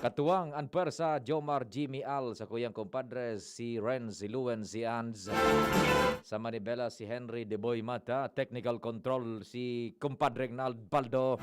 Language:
Bikol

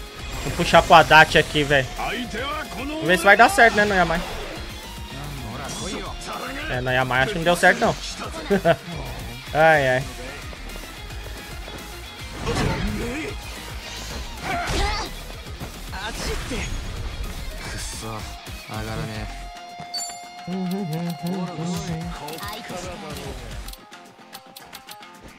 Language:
Portuguese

